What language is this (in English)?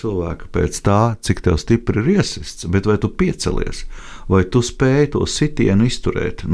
Latvian